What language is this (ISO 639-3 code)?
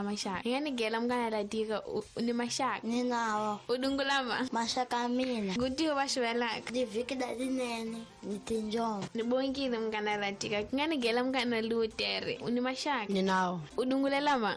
tso